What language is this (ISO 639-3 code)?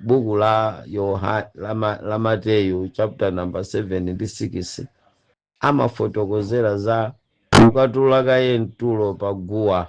nya